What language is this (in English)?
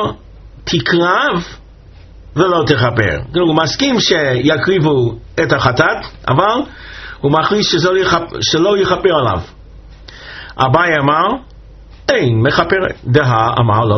Hebrew